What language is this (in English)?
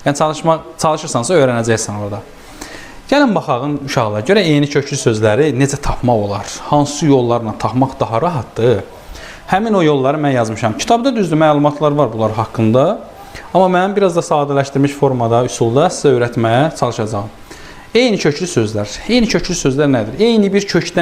Azerbaijani